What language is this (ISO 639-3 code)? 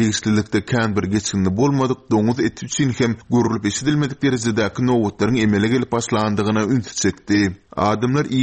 tuk